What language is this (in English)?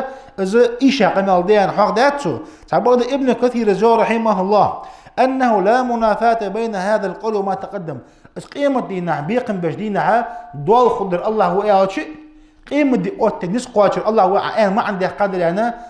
Ingush